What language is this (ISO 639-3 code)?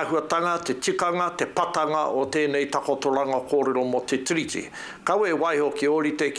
mri